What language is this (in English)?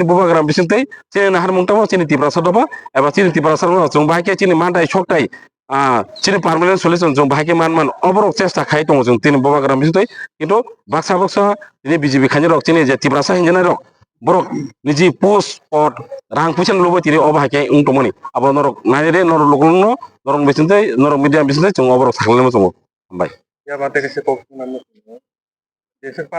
Kok Borok